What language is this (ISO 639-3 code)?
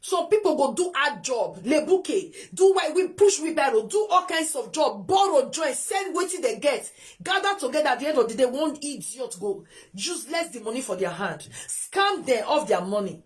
pcm